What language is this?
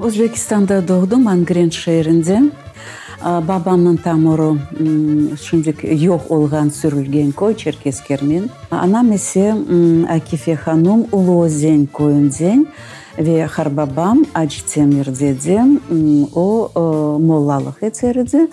Crimean Tatar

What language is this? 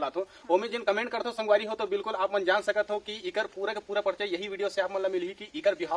Chhattisgarhi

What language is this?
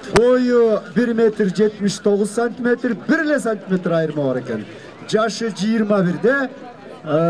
Kyrgyz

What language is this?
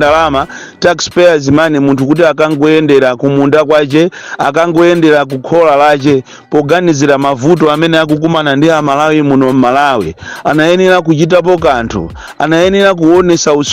Nyanja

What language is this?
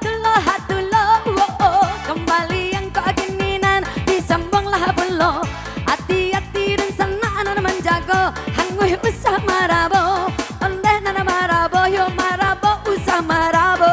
Minangkabau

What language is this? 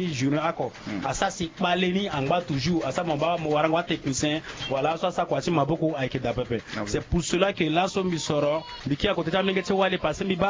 Sango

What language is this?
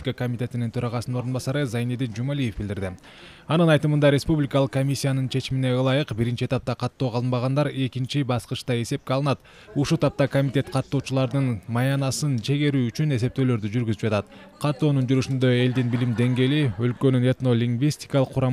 Kyrgyz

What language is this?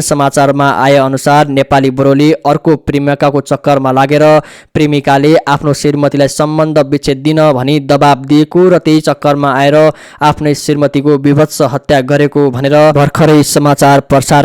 Nepali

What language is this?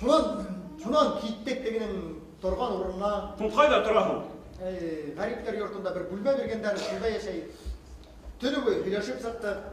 Bashkir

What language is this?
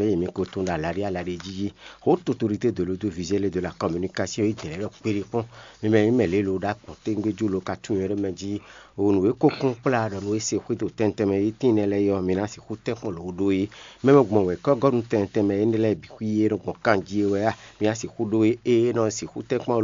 Fon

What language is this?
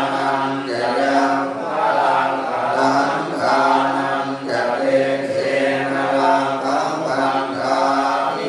Pali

